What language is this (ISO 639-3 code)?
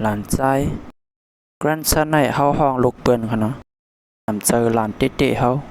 shn